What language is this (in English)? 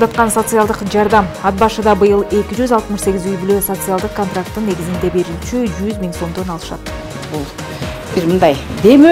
Kyrgyz